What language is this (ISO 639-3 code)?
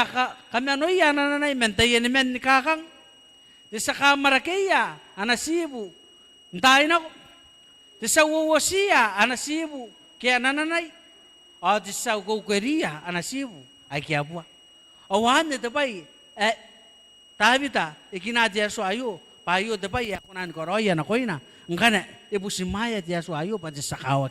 gil